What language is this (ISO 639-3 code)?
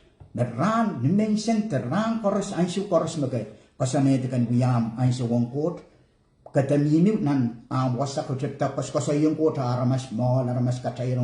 pon